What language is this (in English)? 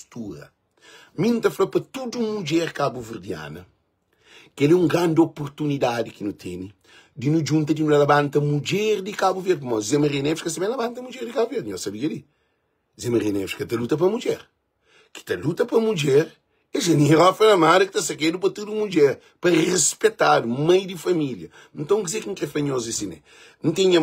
Kabuverdianu